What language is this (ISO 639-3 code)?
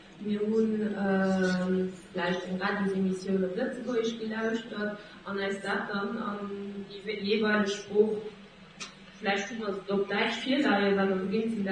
ltz